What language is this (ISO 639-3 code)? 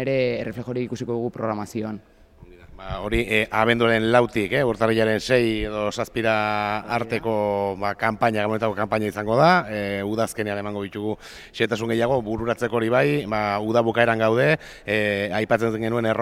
eus